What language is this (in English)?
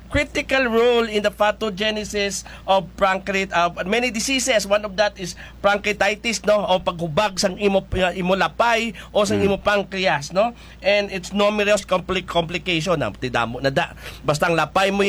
Hiligaynon